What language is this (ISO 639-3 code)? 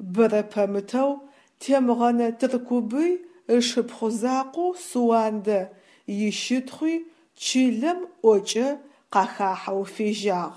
ady